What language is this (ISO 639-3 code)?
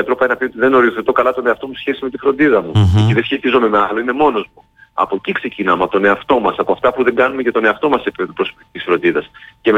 ell